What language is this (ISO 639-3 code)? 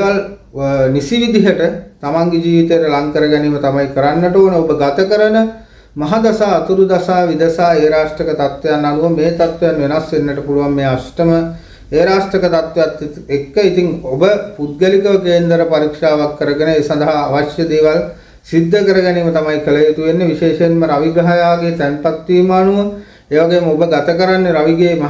sin